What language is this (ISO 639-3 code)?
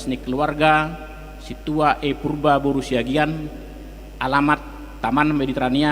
bbc